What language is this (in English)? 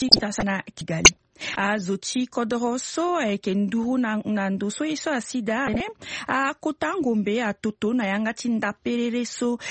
Sango